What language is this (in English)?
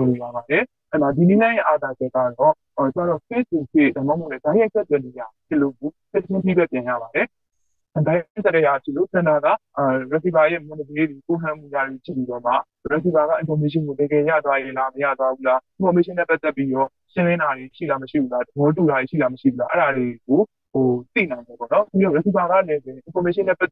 Burmese